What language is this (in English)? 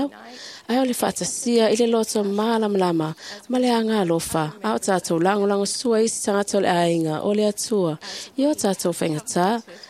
Samoan